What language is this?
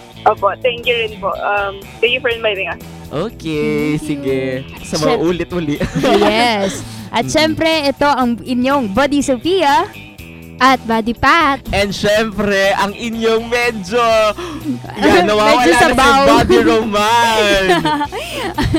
Filipino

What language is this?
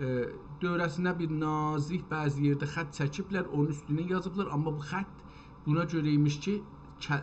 South Azerbaijani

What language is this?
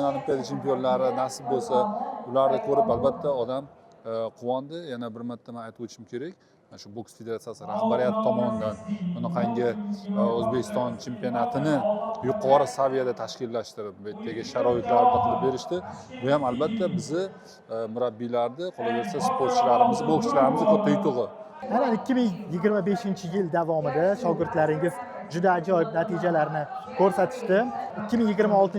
Uzbek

